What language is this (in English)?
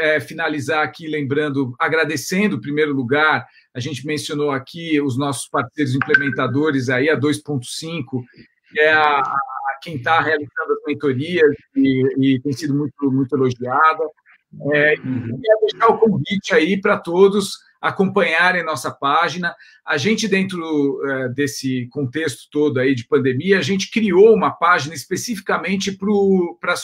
Portuguese